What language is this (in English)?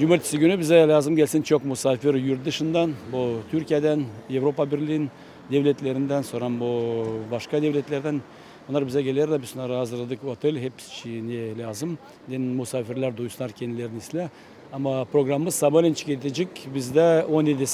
Gagauz